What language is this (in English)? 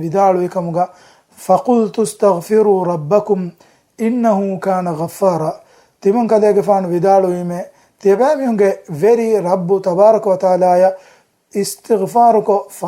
Divehi